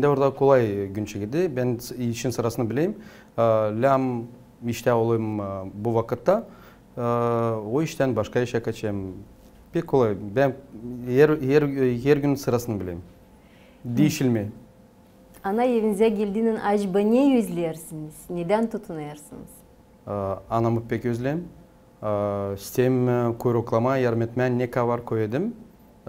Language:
Gagauz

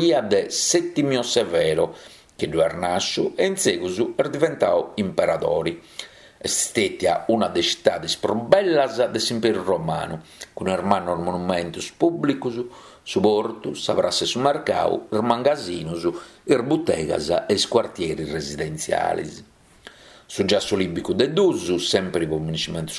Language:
Sardinian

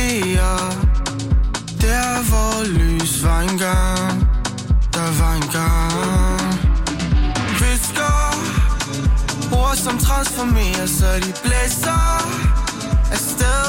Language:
Danish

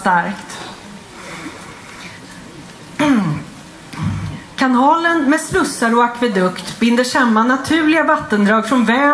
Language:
Swedish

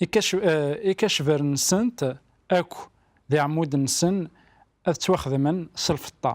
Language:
Kabyle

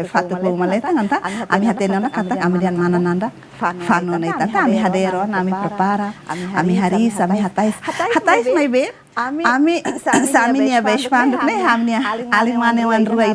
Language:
Tetum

